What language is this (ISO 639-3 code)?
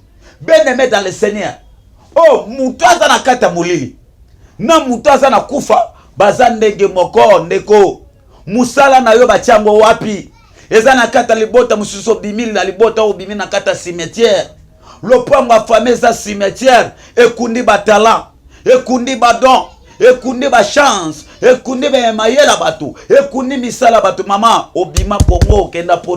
lin